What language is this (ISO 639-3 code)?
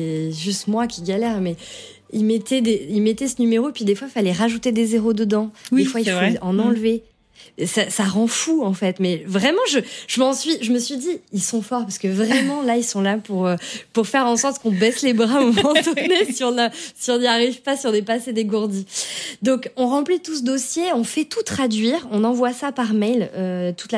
fra